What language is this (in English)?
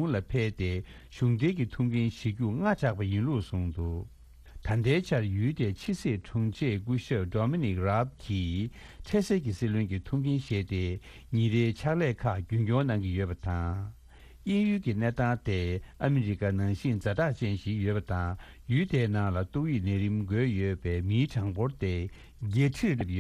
Tibetan